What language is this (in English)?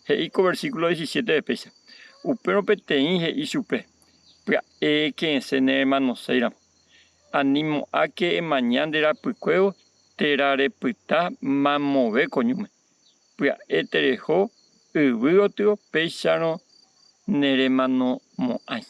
Guarani